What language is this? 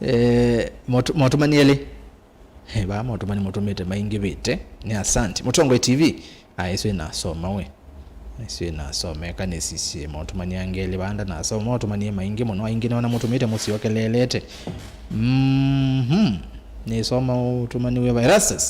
Kamba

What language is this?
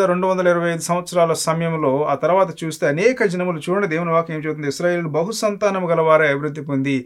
Telugu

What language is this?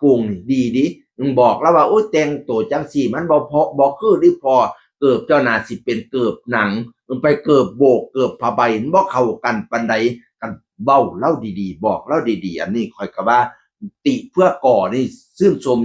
Northeastern Thai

